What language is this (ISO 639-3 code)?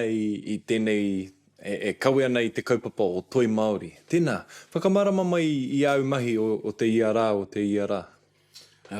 mri